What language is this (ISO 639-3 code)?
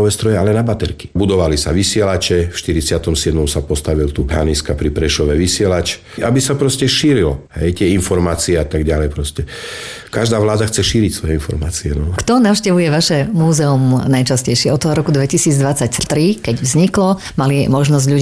slk